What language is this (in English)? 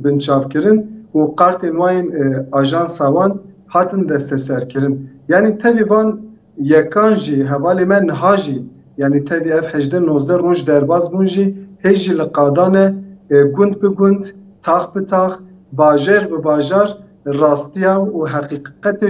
Kurdish